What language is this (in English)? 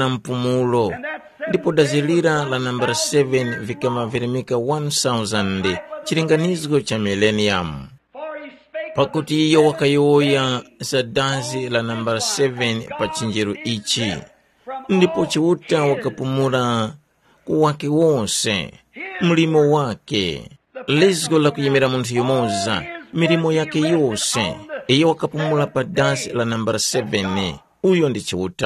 Tumbuka